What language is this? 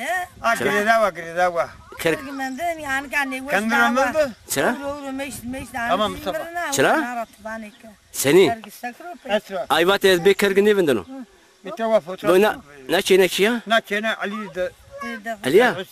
Zaza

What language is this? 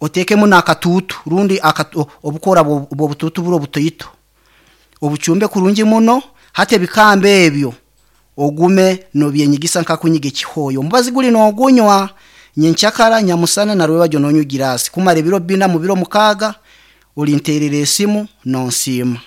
Nyankole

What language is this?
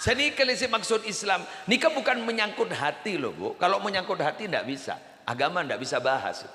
Madurese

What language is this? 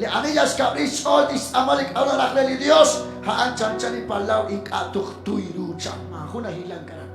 Kekchí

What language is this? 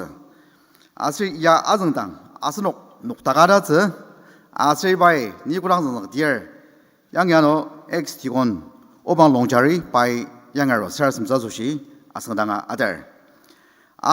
Ao Naga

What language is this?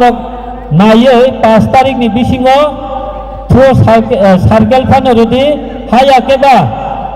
Kok Borok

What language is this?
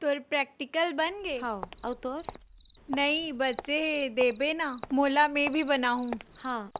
Chhattisgarhi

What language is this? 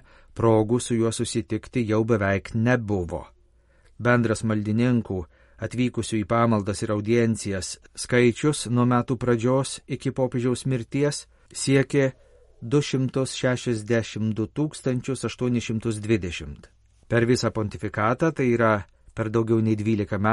Lithuanian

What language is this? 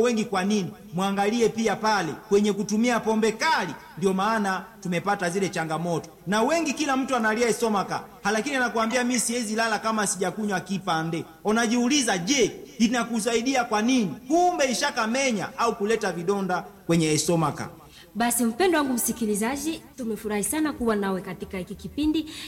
Swahili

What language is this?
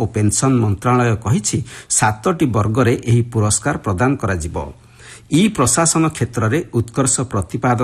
Odia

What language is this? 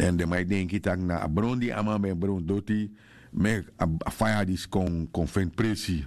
Sranan Tongo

